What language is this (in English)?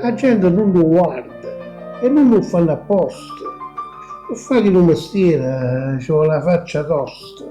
Neapolitan